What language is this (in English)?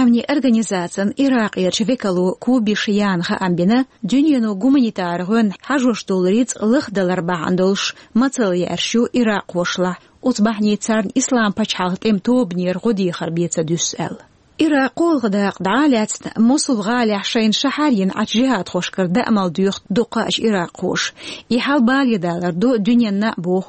Chechen